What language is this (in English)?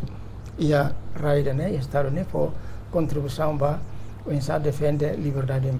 Tetum